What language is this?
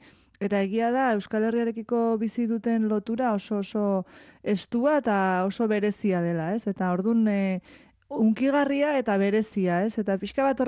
Basque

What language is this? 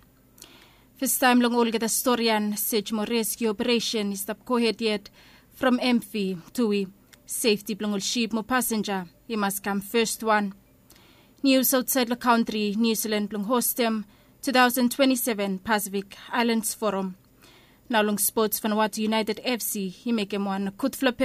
Bislama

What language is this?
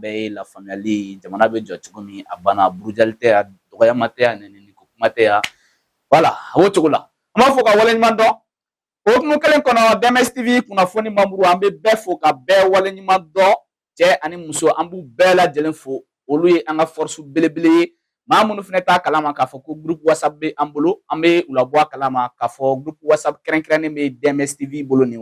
Bambara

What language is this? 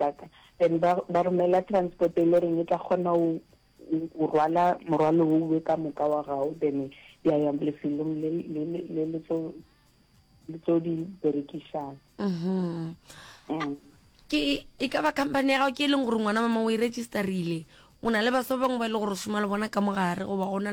Northern Sotho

